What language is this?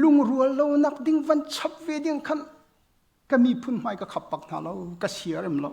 Hakha Chin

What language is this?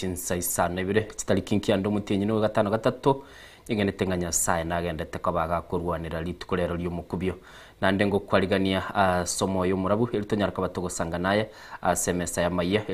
Gusii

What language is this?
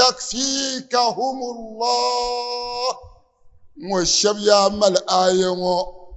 Dagbani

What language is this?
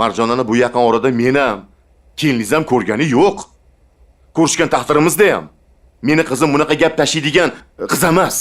Uzbek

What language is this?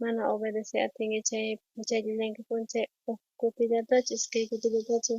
South Bolivian Quechua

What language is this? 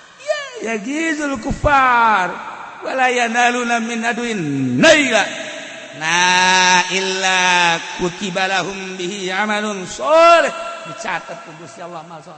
Sundanese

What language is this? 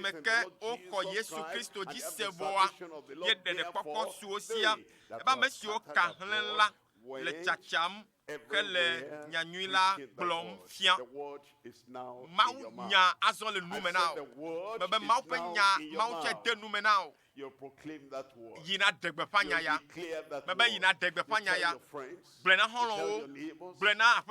Ewe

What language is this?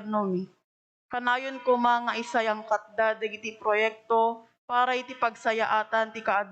Iloko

